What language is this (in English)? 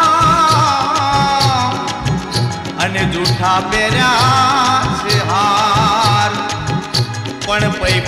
Gujarati